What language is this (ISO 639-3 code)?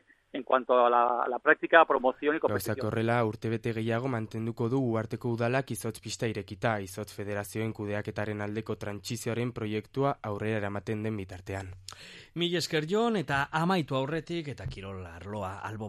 eus